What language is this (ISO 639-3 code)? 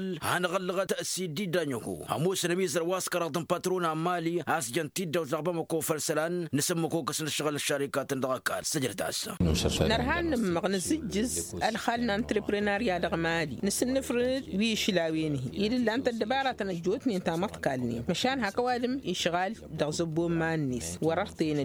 taq